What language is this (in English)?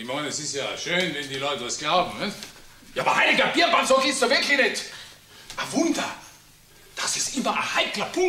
Bavarian